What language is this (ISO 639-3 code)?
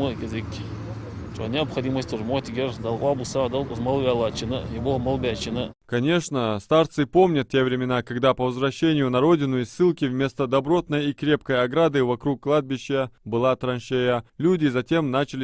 inh